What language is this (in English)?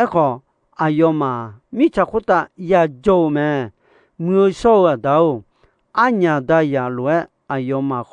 Akha